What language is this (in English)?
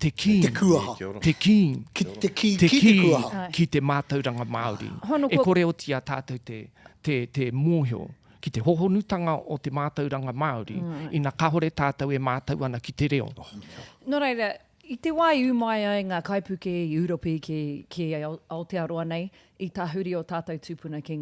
Māori